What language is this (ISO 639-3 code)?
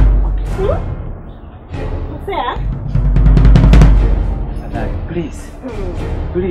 swa